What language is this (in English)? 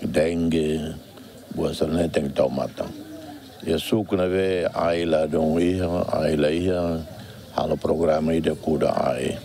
Tetum